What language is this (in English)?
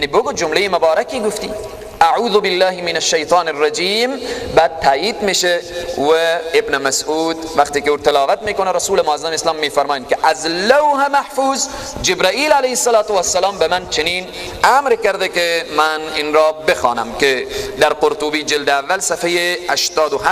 Persian